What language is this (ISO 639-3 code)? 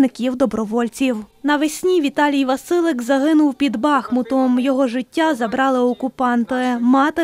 ukr